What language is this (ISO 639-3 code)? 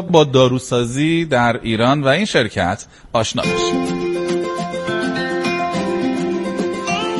fas